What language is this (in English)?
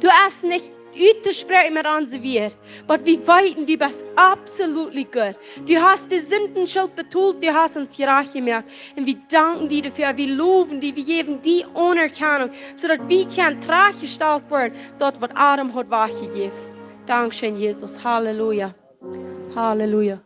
Plautdietsch